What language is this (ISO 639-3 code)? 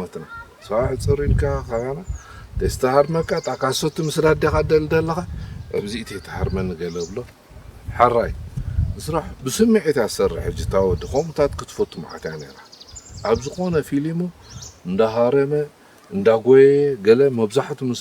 tir